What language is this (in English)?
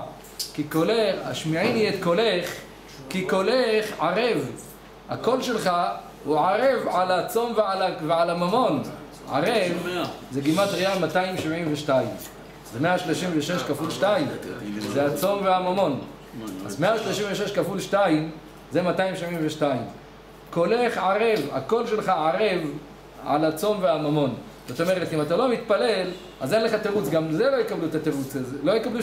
Hebrew